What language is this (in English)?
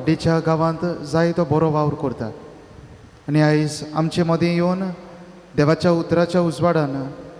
Konkani